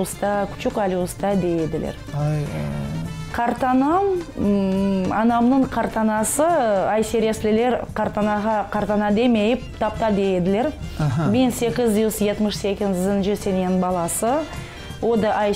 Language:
Crimean Tatar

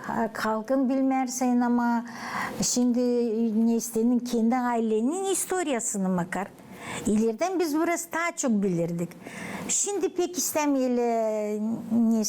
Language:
Gagauz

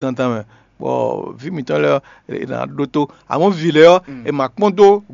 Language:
Fon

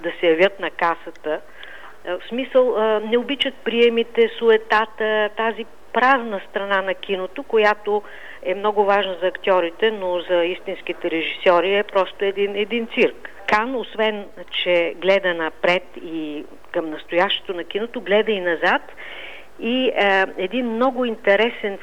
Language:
Bulgarian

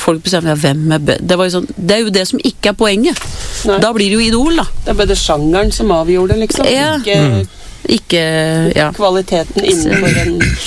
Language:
Norwegian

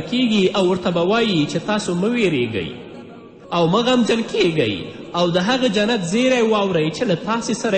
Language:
Pashto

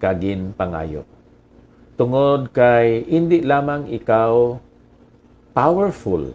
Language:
Hiligaynon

